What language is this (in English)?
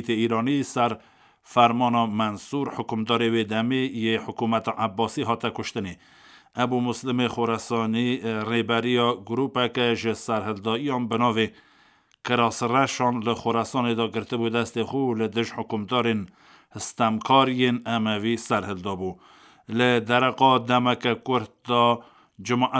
Kurdish